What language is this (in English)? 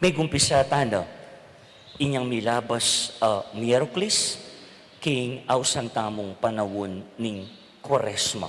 Pampanga